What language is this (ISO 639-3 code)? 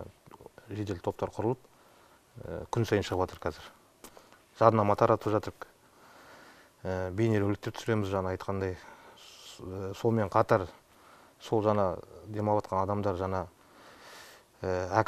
kaz